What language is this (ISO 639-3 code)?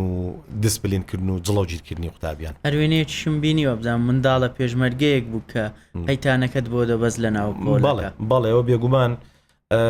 ckb